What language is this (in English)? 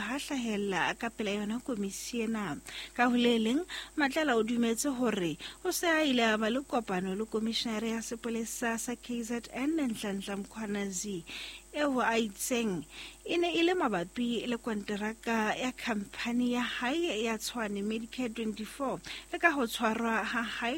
Southern Sotho